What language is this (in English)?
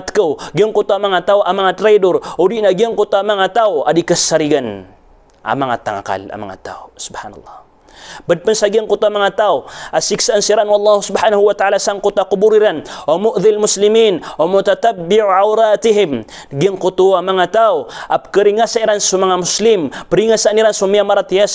Maranao